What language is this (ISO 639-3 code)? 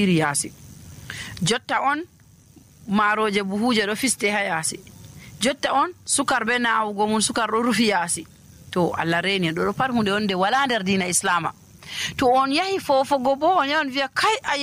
fuv